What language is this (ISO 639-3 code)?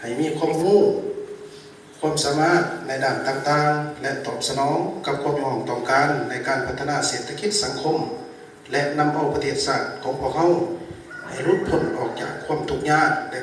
lao